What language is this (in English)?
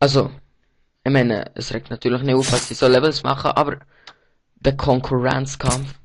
Swiss German